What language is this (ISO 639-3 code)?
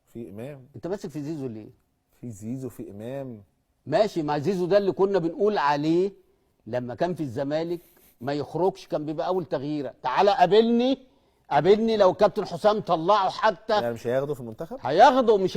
arz